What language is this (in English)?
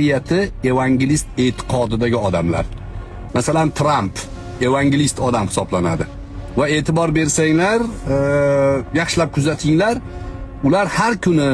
Uzbek